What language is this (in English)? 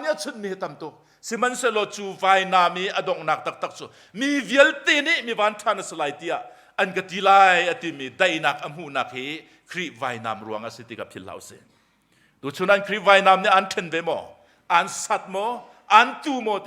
Hakha Chin